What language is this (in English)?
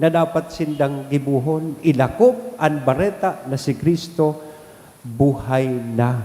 Bikol